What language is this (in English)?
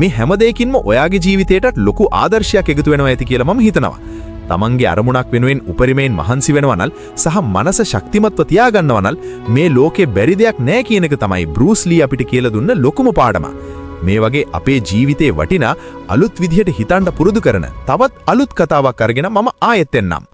Sinhala